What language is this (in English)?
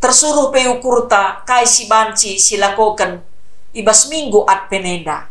Batak Karo